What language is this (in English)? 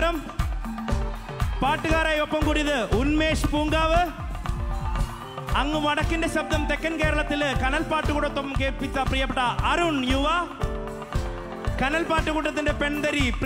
Malayalam